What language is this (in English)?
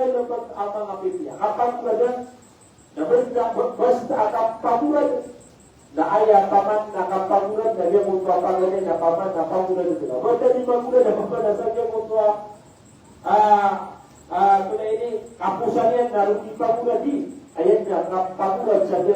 Maranao